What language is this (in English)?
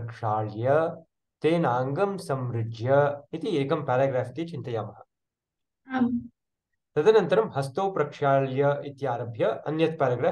Sanskrit